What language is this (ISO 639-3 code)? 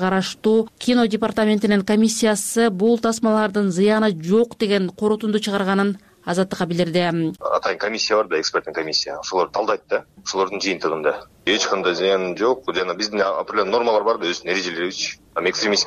kir